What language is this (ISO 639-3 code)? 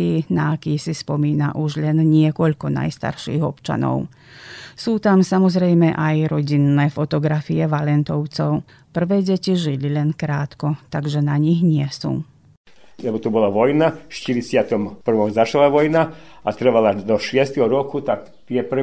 slk